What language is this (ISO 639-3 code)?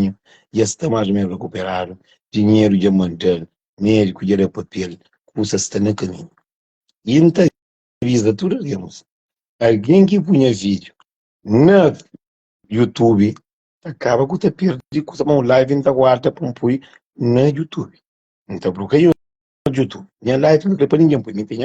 kea